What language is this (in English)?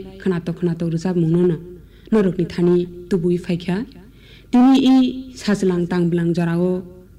Kok Borok